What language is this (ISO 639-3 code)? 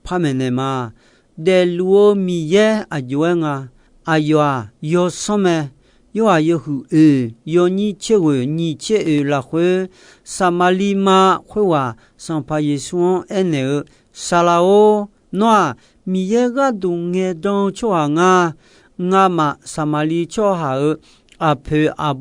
ahk